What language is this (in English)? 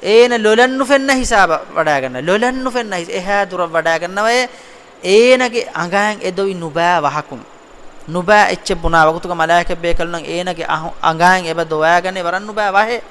Divehi